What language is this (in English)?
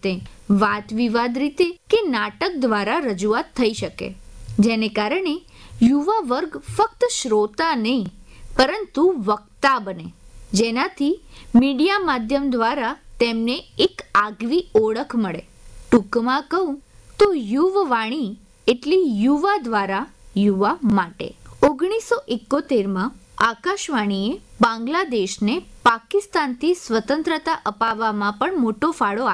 Gujarati